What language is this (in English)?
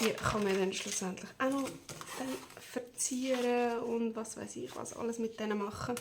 Swiss German